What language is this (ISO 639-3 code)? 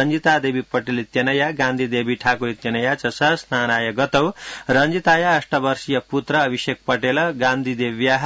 san